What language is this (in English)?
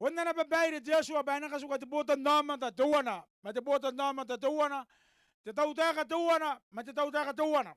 Gilbertese